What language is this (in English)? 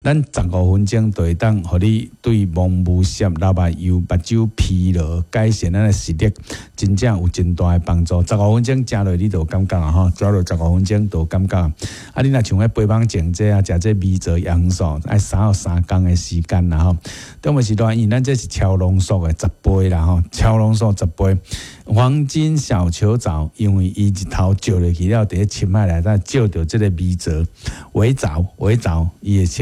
Min Nan Chinese